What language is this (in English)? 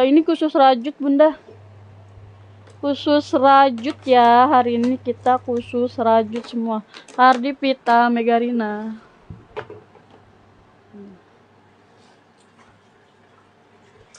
Indonesian